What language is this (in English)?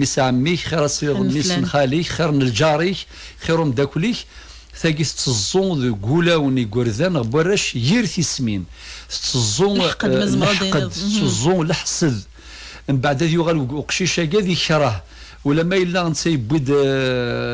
Kabyle